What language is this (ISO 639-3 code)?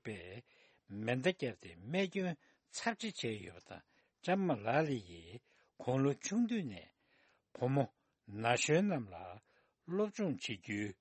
bod